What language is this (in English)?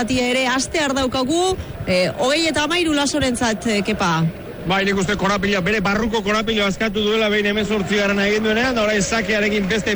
Basque